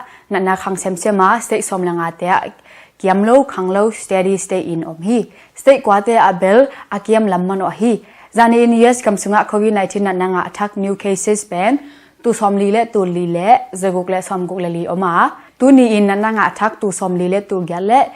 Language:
Tedim Chin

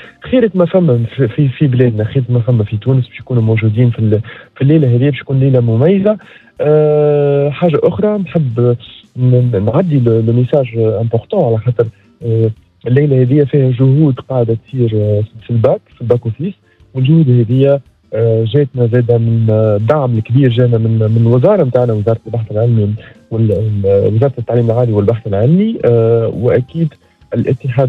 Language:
Tunisian Arabic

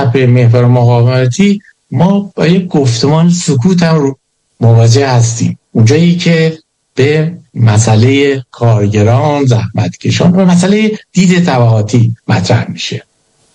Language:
Persian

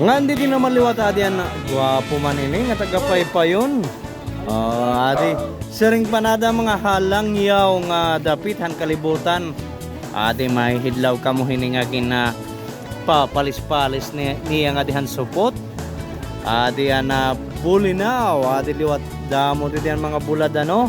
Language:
Waray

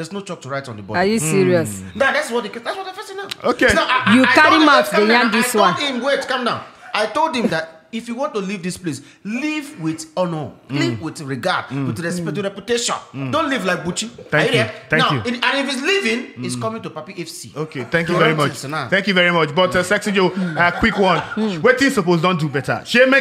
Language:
Nigerian Pidgin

